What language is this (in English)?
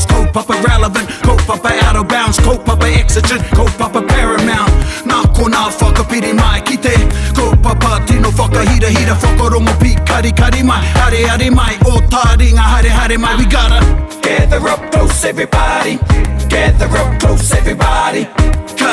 Māori